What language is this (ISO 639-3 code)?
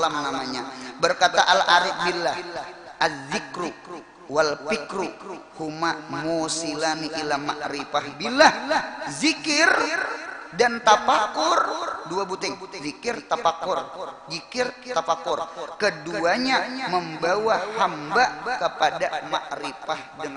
bjn